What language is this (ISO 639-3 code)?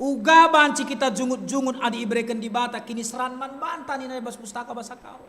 btx